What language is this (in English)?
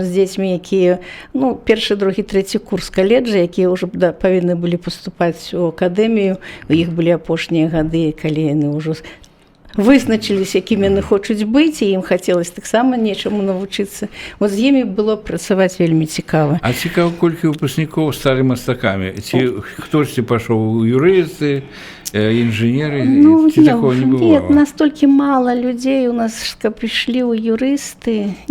Belarusian